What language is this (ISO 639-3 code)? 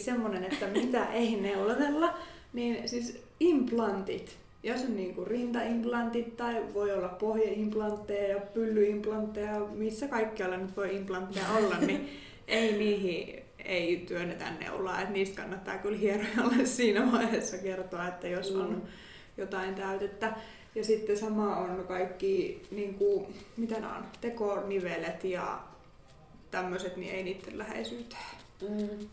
fin